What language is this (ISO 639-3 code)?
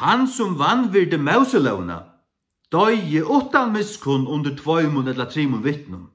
fao